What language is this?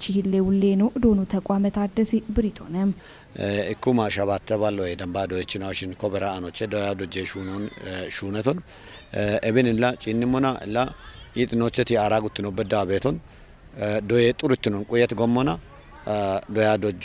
Kafa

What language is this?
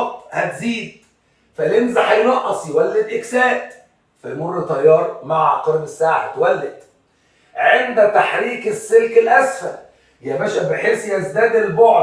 Egyptian Arabic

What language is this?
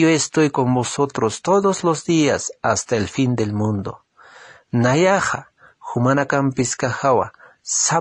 Aymara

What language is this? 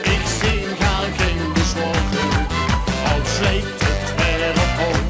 Limburgish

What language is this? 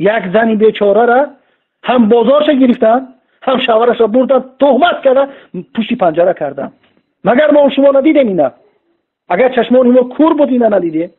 Tajik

